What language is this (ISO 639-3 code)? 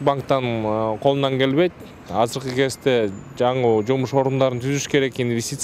kir